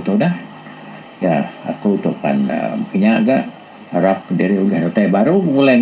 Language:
Iban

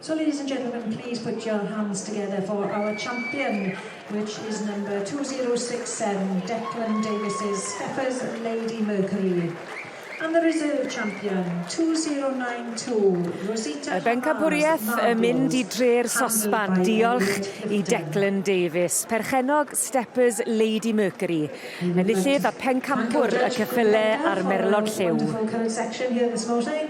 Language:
Welsh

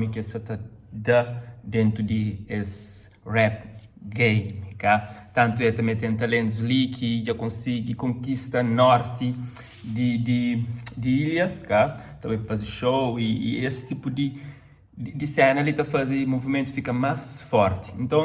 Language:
Kabuverdianu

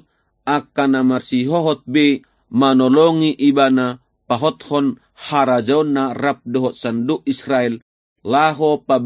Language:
Batak Toba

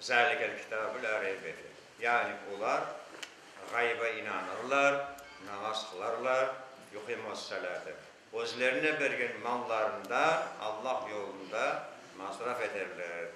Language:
Crimean Tatar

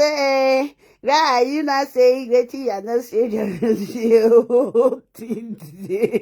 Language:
Nigerian Pidgin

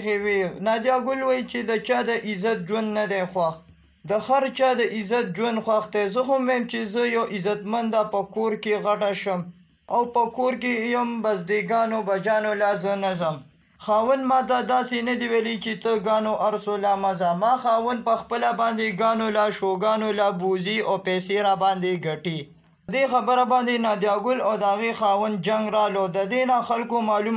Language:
Pashto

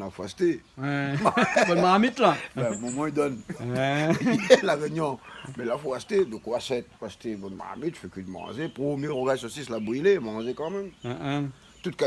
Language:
Réunion Creole French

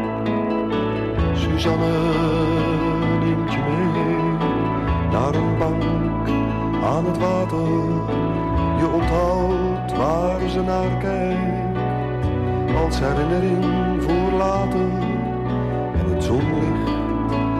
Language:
Dutch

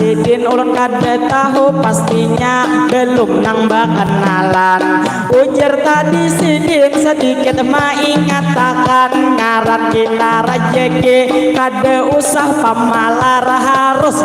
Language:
Banjar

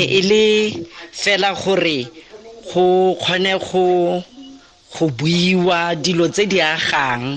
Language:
Tswana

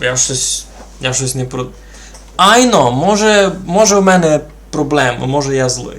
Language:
Rusyn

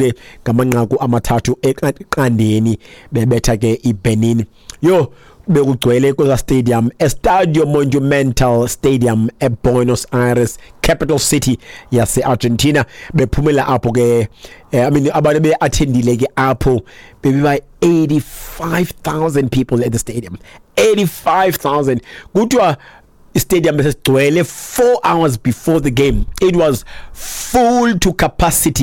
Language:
Xhosa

